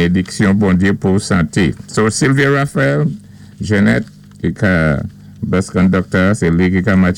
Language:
Saint Lucian Creole French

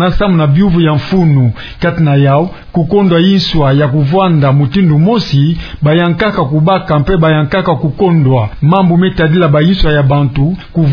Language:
Kituba (Democratic Republic of Congo)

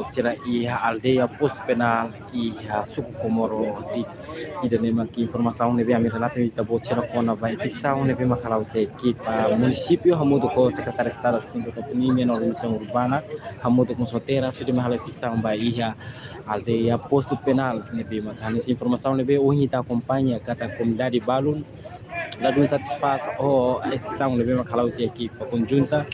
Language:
Tetum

